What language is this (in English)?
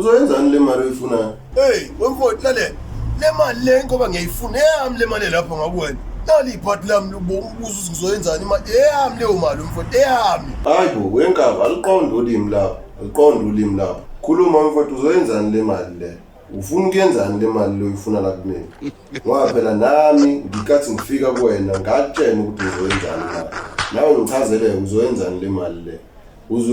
Zulu